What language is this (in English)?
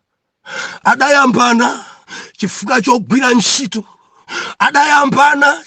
Nyanja